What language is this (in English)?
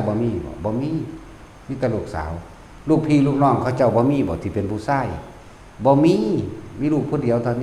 Northeastern Thai